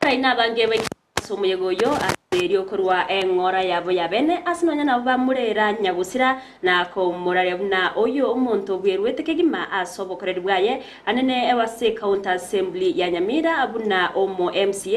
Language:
Gusii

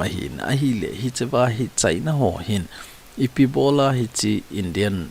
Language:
Thado Chin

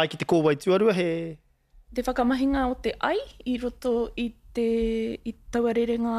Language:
Māori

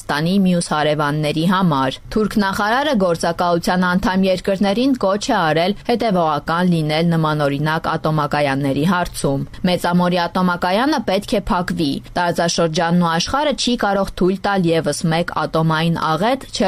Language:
Armenian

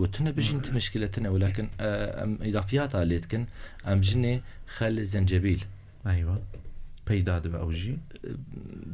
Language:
Kurdish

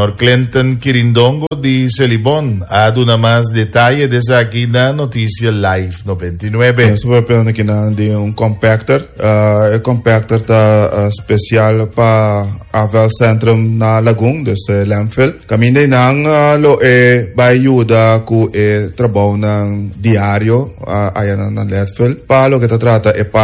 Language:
Papiamento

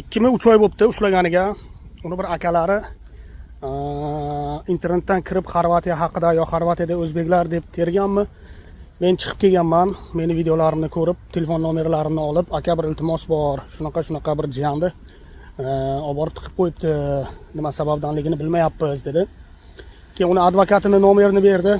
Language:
Uzbek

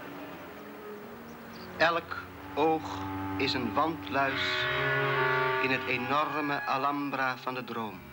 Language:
Dutch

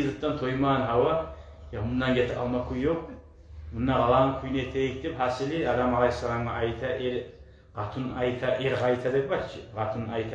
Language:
Kumyk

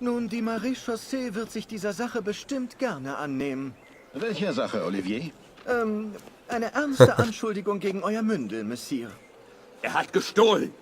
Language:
Bavarian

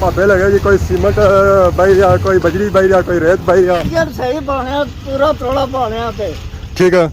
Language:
Pahari-Potwari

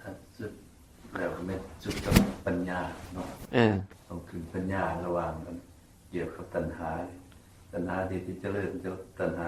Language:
Northeastern Thai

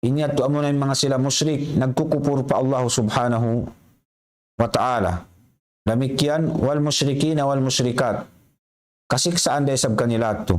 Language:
Tausug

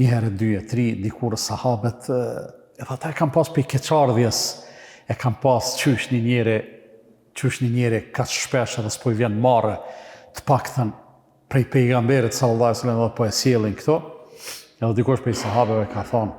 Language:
Albanian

